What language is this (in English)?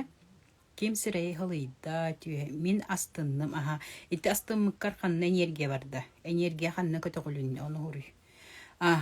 Yakut